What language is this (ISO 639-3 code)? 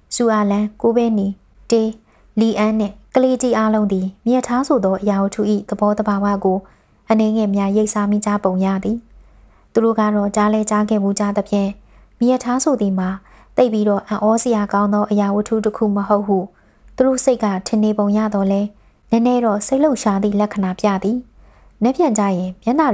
mya